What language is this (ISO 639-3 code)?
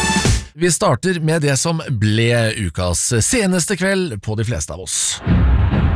nor